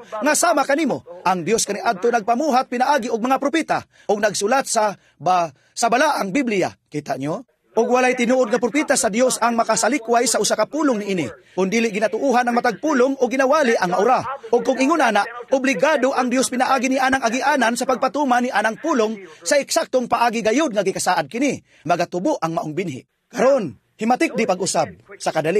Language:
Cebuano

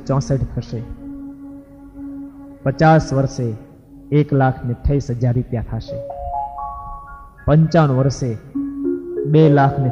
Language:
Gujarati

